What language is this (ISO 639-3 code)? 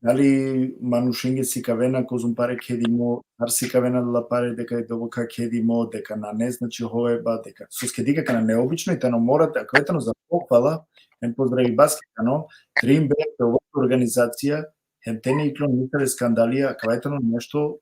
rmn